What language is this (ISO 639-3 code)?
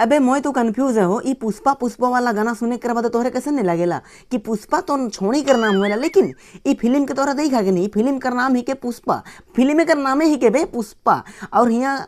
sck